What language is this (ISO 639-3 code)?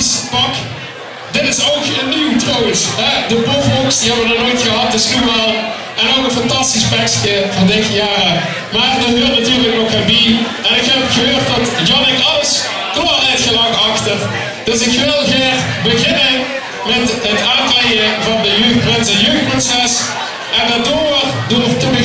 lim